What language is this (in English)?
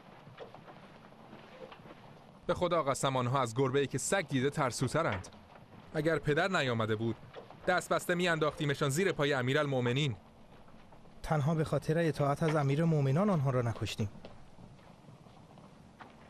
Persian